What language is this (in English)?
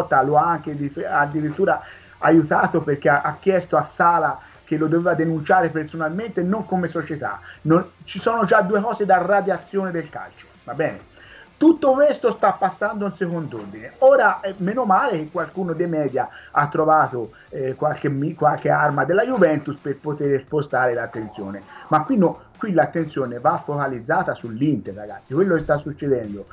Italian